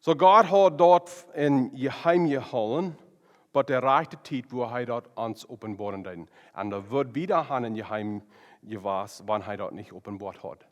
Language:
Plautdietsch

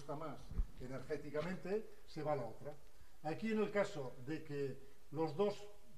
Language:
Spanish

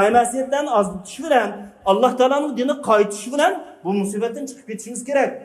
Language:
Uyghur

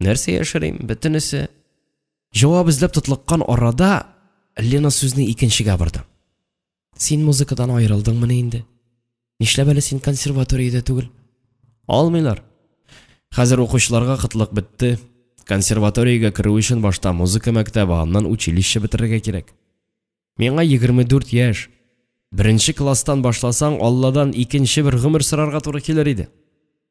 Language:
Tatar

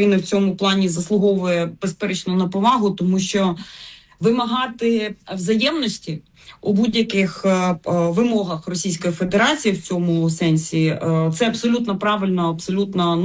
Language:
Ukrainian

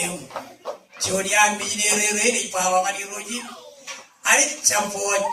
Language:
Marshallese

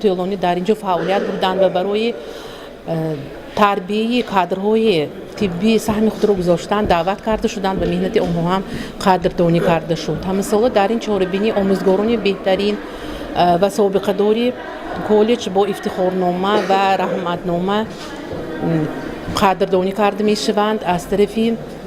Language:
Tajik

